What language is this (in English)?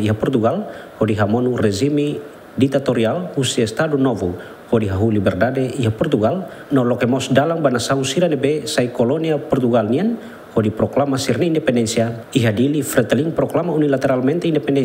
Tetum